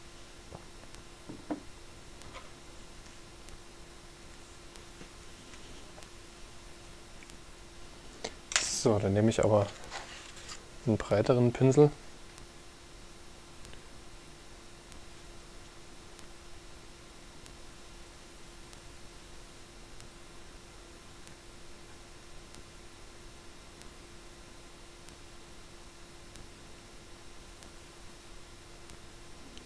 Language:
German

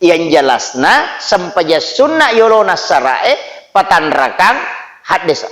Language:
Buginese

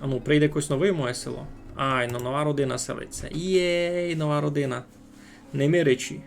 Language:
Rusyn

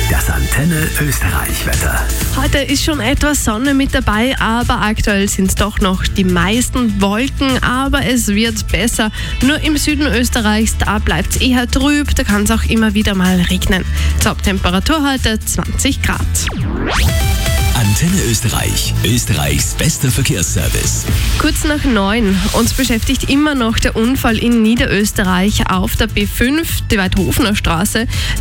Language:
German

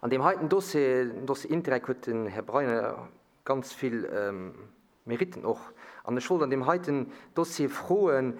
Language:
Luxembourgish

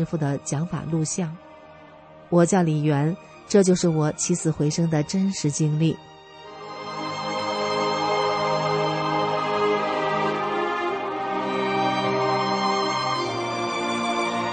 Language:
Chinese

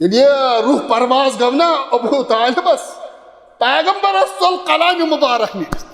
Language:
Kashmiri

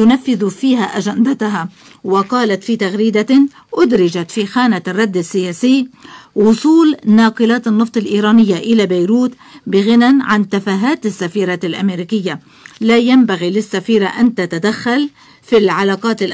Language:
Arabic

